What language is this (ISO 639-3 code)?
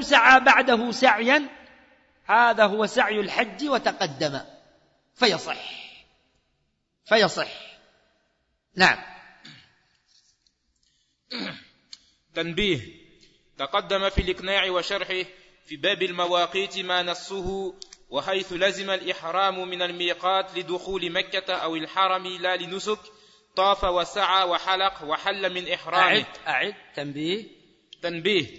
ara